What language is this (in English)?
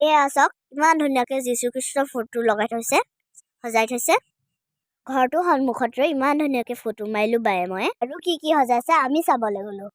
Assamese